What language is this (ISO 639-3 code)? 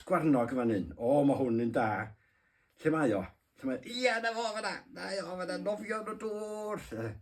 cym